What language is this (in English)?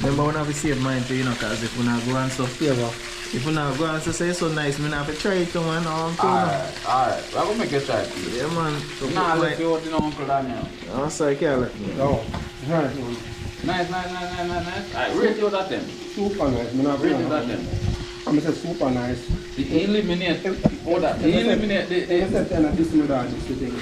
Jamaican Creole English